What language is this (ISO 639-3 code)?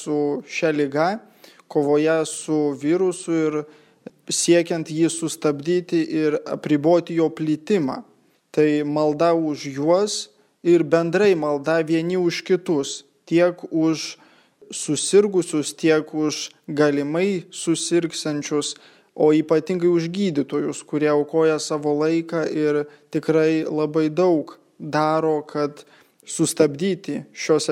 lit